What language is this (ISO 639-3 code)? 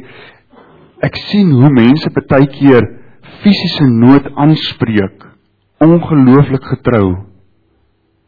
afr